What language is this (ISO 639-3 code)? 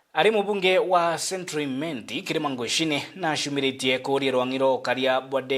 mer